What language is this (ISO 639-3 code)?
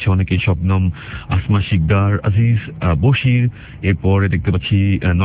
ben